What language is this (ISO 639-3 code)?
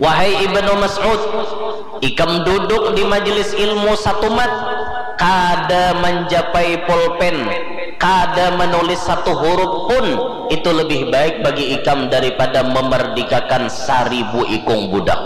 bjn